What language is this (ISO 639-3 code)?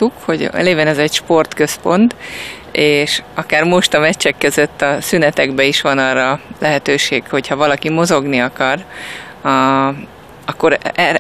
hun